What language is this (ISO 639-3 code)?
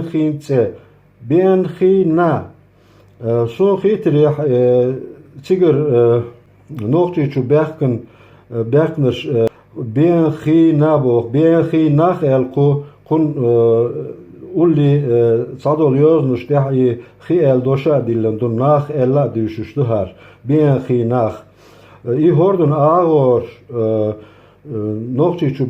che